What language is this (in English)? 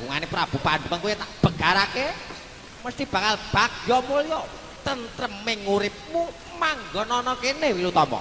Javanese